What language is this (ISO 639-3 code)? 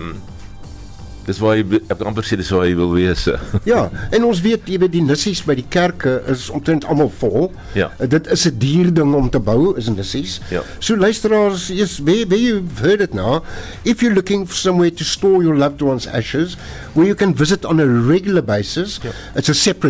afr